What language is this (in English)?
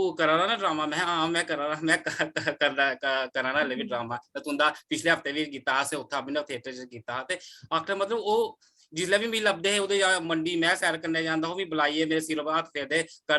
Dogri